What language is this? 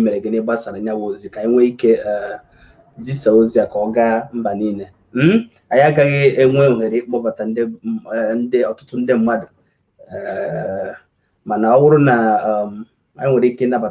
Igbo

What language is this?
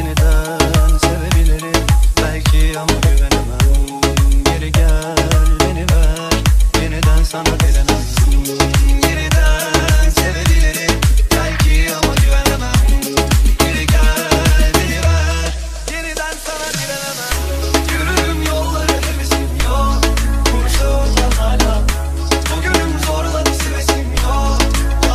Turkish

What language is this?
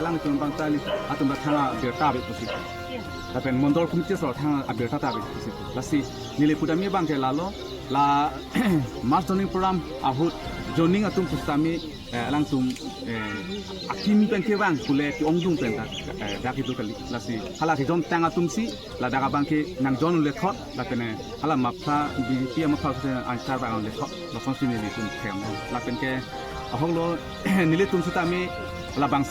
Karbi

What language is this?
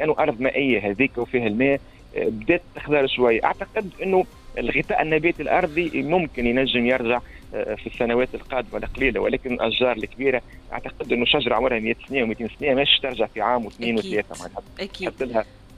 Tunisian Arabic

